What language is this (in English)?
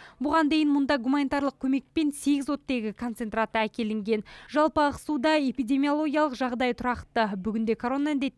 Kazakh